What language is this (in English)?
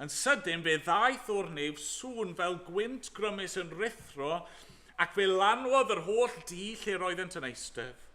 Welsh